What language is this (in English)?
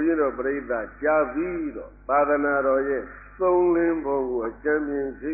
Burmese